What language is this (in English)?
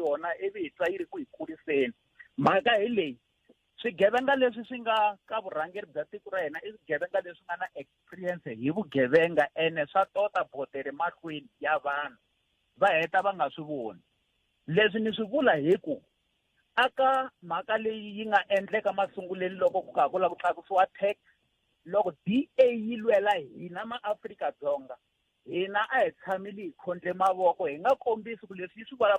Tsonga